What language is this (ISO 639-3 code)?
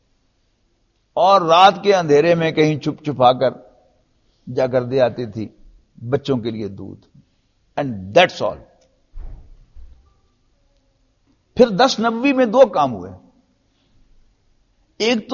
urd